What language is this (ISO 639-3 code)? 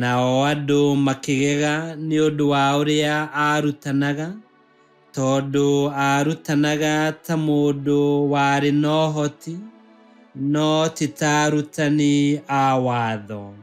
kik